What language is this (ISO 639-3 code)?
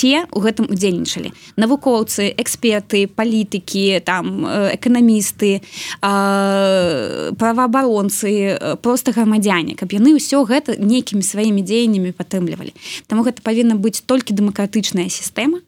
bel